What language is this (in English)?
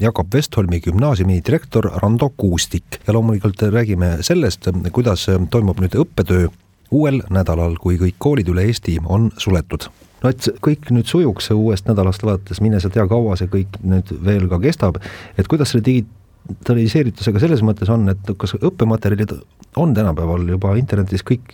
Estonian